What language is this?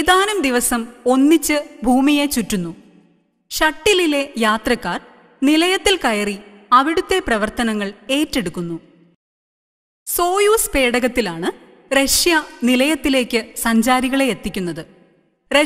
Malayalam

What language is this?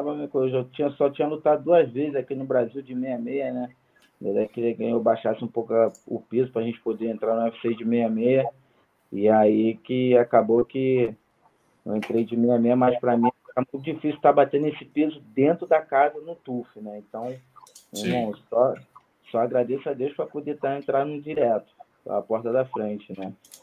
Portuguese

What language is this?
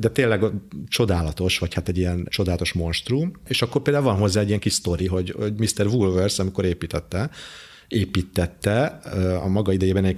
Hungarian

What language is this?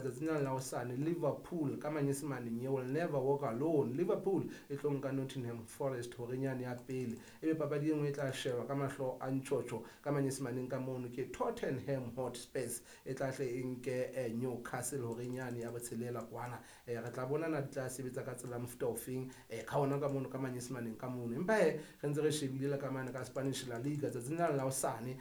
Southern Sotho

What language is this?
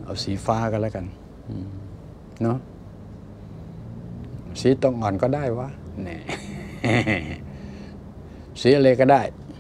Thai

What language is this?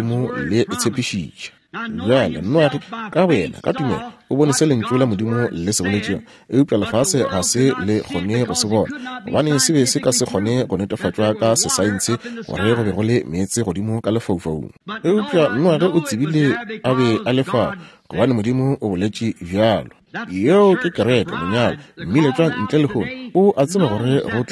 Northern Sotho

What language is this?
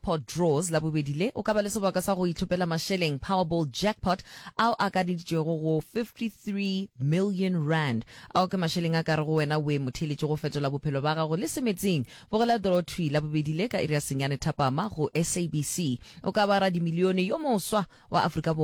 Northern Sotho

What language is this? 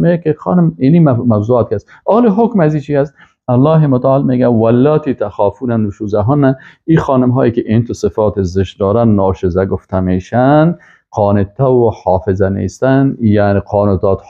Persian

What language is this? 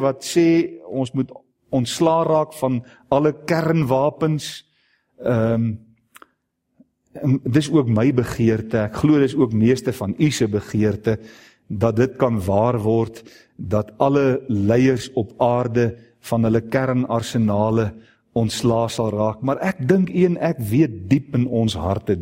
Afrikaans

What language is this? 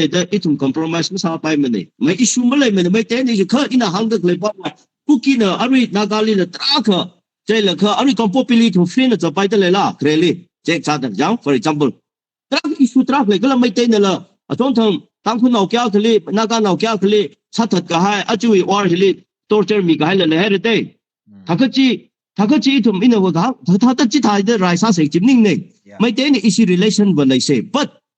Tangkhul Naga (India)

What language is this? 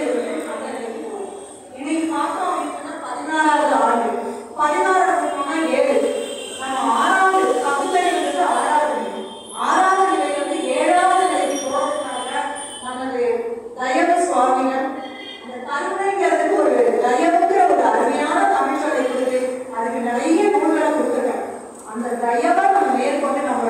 Tamil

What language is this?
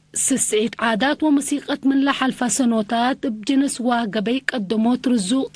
Tigre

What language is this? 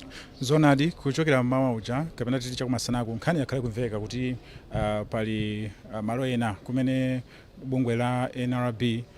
Nyanja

